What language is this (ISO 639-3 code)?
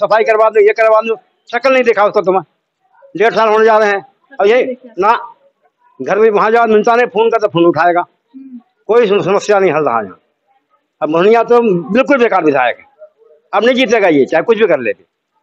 hin